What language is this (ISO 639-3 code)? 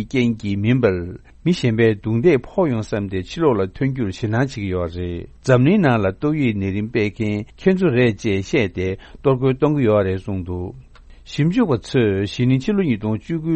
bod